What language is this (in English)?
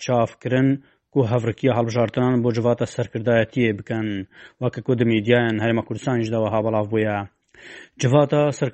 Kurdish